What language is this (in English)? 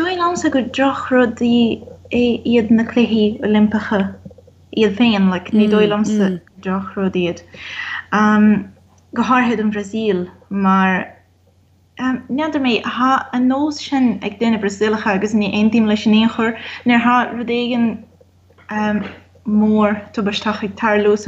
Irish